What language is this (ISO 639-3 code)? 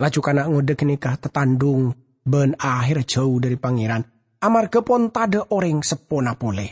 mad